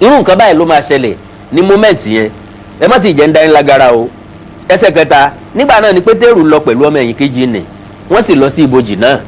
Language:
Yoruba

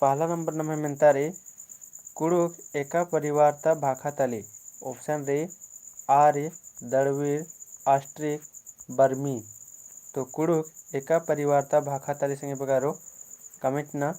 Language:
Kurukh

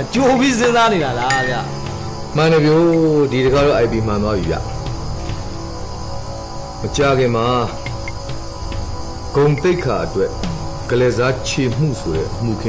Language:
Burmese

